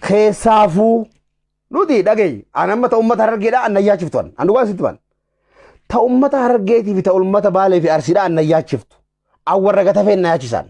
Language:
Oromo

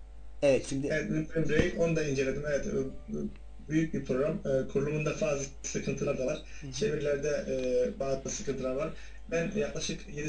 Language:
Turkish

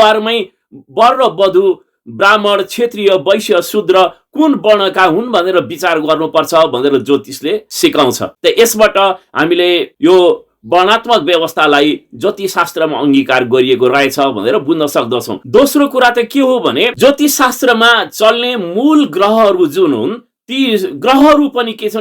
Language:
Nepali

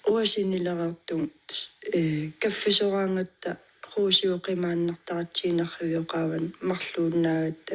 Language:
Kalaallisut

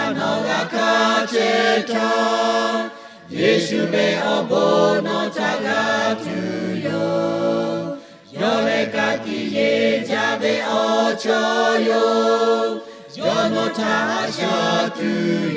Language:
Lahu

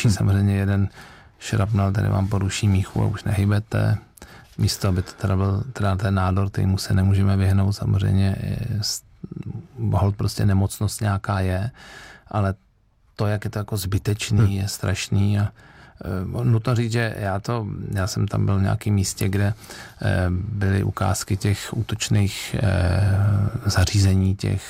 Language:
Czech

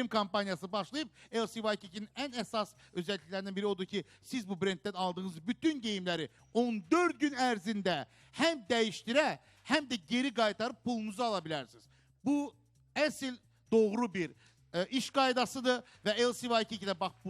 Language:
Azerbaijani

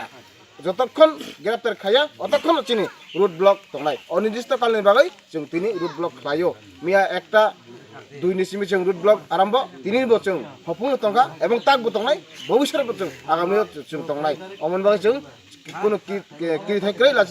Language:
Kok Borok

